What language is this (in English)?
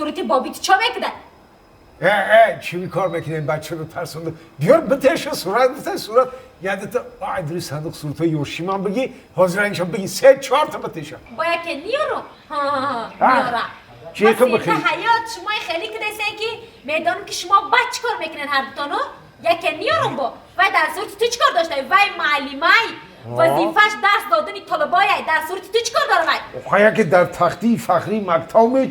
Tajik